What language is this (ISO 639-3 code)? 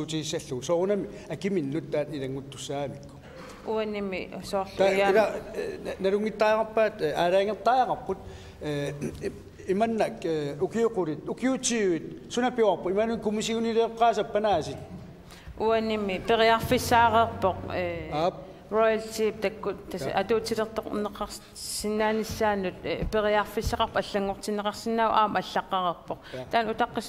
kal